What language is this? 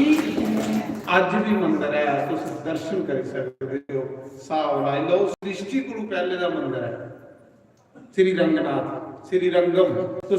Dogri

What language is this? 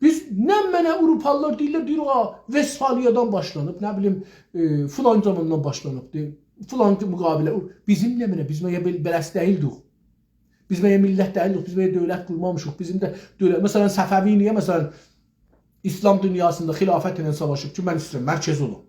South Azerbaijani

